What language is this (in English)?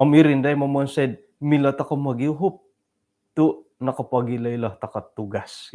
Central Dusun